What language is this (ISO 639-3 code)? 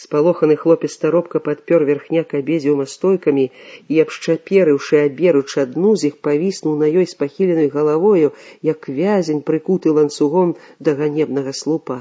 bel